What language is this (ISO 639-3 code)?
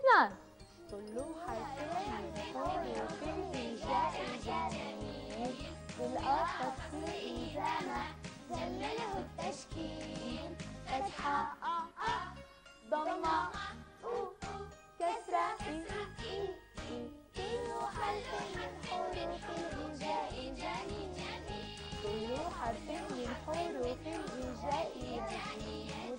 ara